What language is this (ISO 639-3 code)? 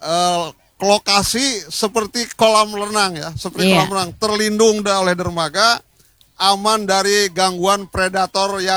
ind